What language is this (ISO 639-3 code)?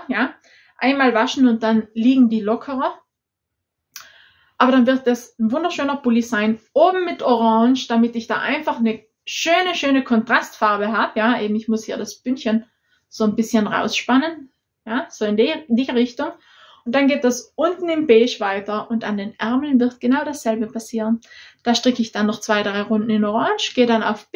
deu